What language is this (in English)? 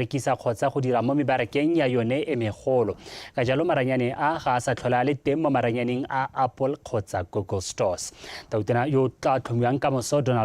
Tswana